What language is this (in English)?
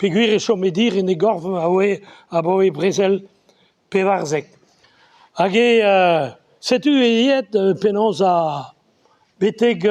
Breton